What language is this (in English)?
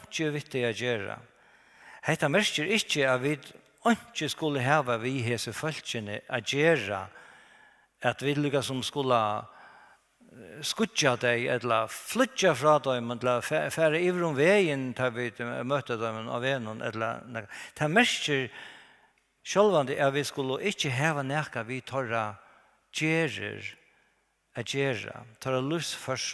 Faroese